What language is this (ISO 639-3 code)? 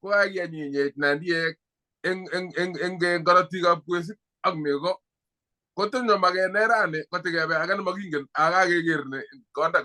kln